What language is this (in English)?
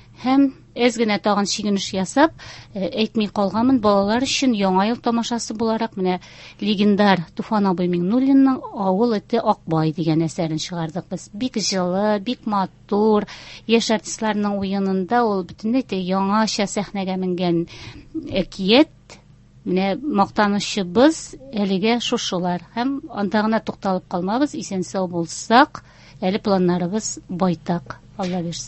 Tatar